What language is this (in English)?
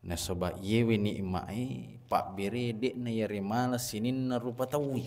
Buginese